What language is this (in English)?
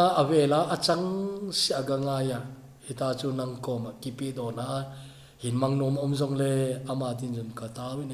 Thado Chin